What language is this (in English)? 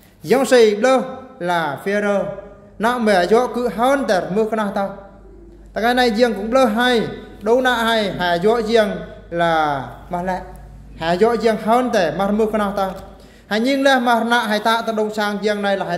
Eastern Bru